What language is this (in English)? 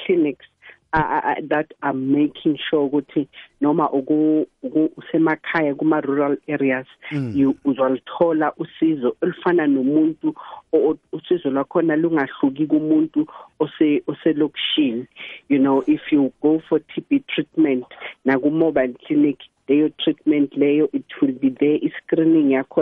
South Ndebele